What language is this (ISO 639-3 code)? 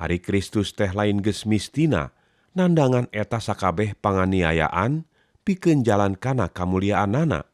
sun